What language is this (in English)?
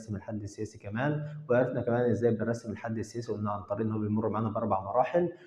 Egyptian Arabic